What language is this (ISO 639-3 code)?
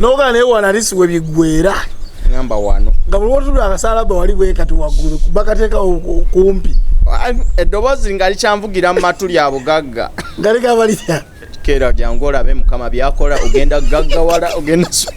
lug